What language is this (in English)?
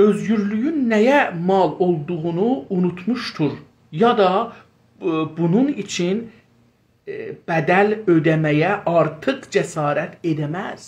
South Azerbaijani